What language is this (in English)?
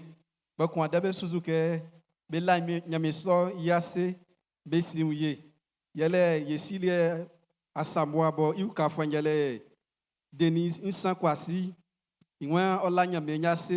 Baoulé